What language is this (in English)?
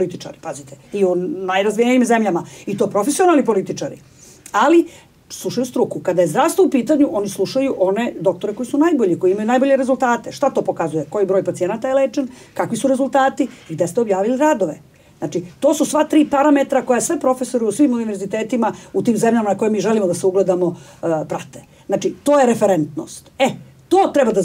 Serbian